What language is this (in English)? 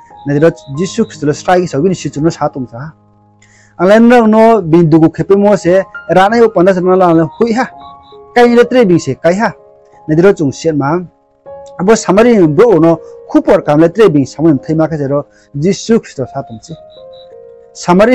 Riang (India)